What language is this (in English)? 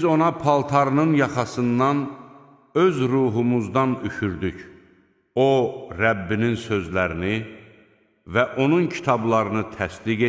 Azerbaijani